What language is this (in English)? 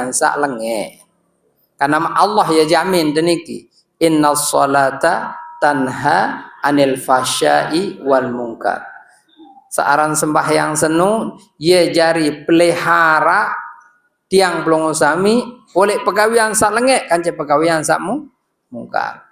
Sasak